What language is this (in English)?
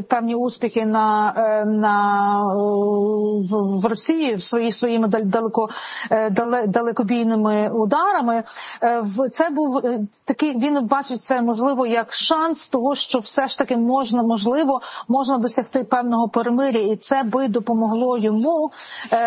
Ukrainian